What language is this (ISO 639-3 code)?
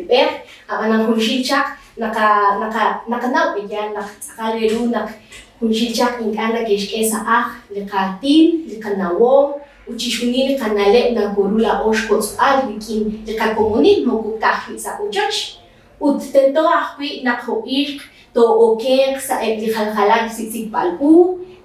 kek